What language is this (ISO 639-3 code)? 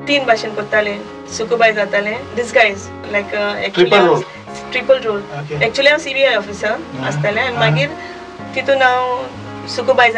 kok